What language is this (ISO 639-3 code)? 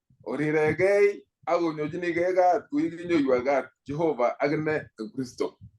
kln